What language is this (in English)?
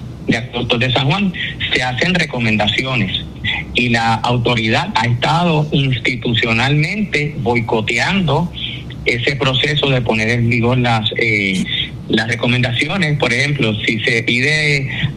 Spanish